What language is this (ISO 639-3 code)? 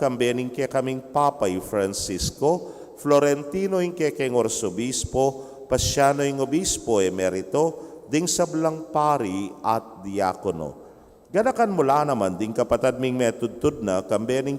pam